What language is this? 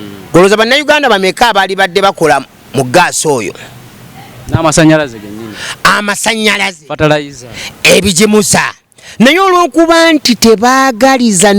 Ganda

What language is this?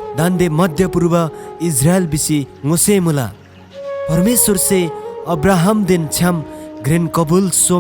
Eastern Tamang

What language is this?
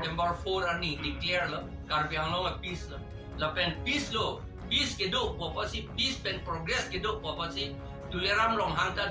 Karbi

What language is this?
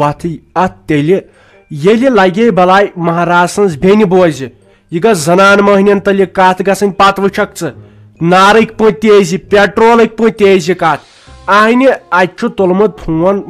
Kashmiri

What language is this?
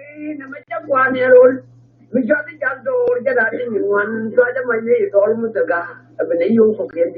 Nuer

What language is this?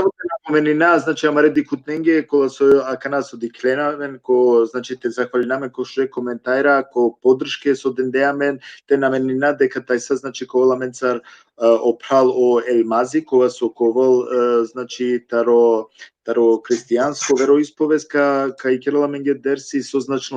Balkan Romani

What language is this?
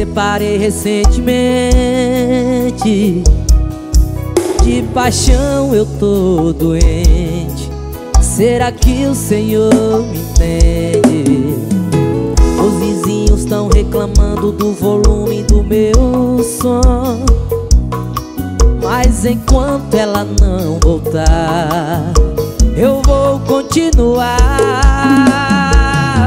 Portuguese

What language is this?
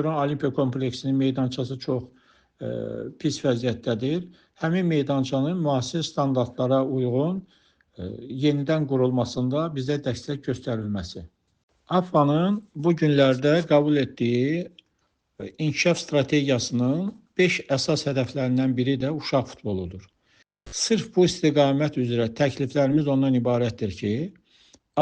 Azerbaijani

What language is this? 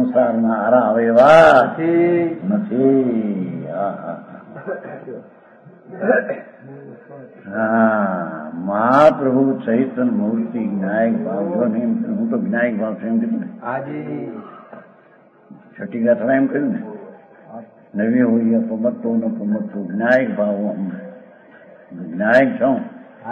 Gujarati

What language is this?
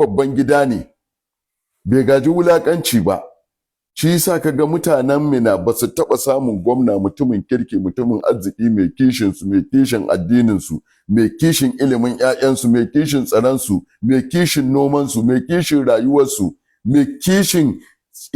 Hausa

